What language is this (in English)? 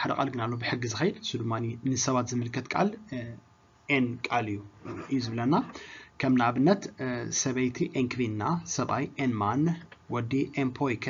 Tigrinya